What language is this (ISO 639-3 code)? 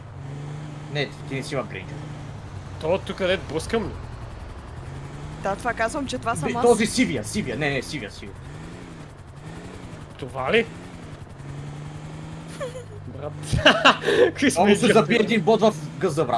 bul